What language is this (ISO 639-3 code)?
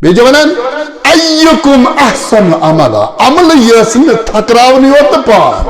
kas